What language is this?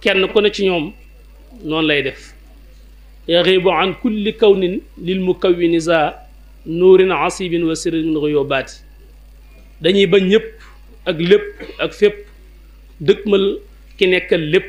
Wolof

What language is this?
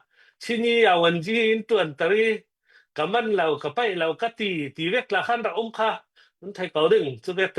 Hakha Chin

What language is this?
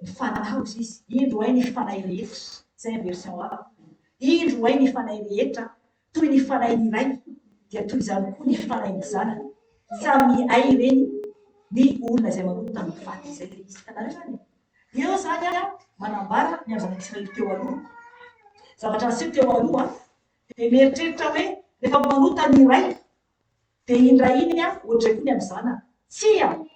Malagasy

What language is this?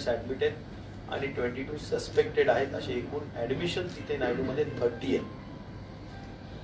Marathi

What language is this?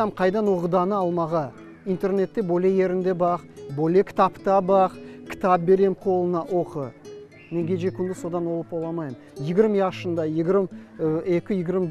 Crimean Tatar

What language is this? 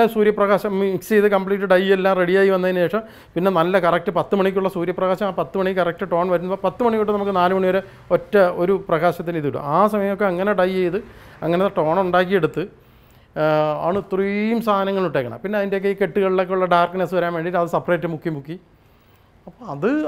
Malayalam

